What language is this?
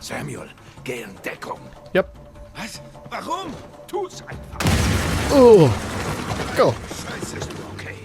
Swiss German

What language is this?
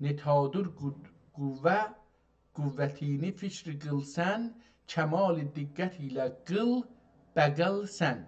South Azerbaijani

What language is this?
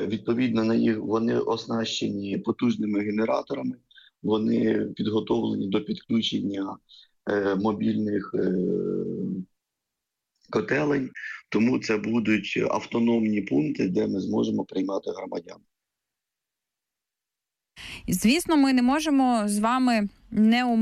Ukrainian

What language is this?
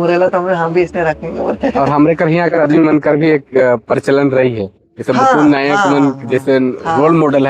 Sadri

